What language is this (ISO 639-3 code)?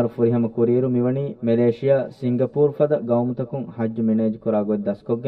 div